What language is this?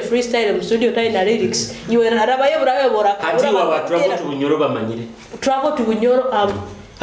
Nyoro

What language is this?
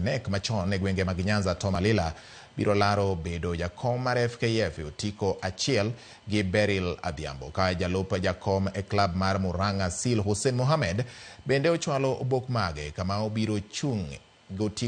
Luo (Kenya and Tanzania)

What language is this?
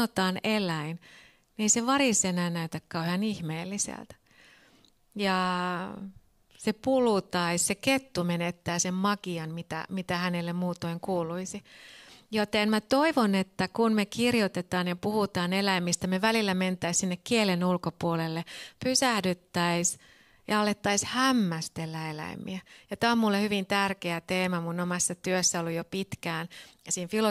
Finnish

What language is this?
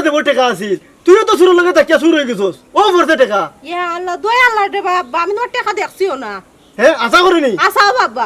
Sylheti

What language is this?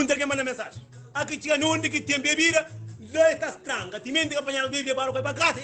Kabuverdianu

